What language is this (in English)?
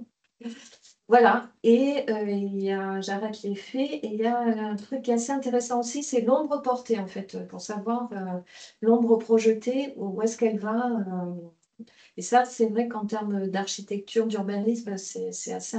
French